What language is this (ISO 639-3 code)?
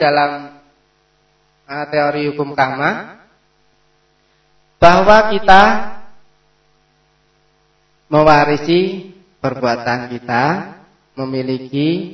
ind